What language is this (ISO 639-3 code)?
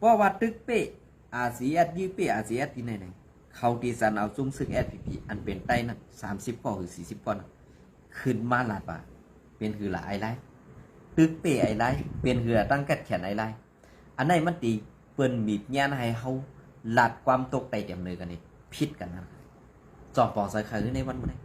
shn